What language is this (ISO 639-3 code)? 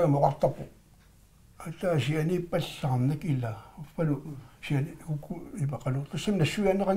kal